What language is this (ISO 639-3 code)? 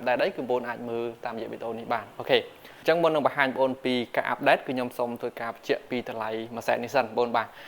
khm